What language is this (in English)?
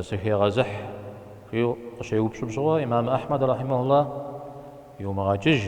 Kabardian